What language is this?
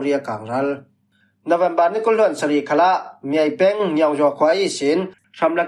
Falam Chin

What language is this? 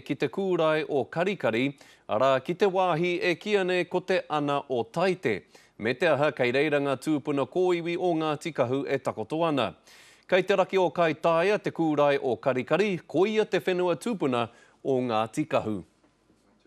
Māori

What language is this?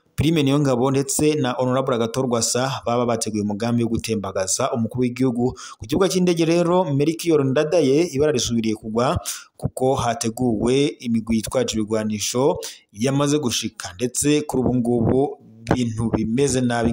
Rundi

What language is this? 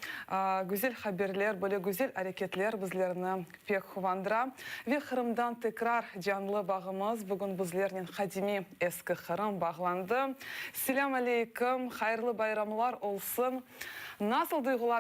Crimean Tatar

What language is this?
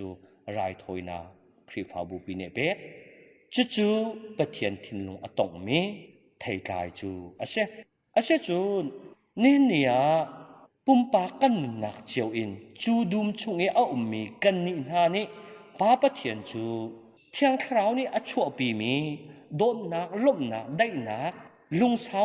Hakha Chin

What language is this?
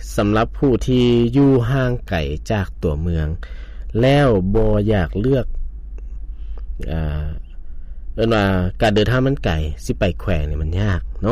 Lao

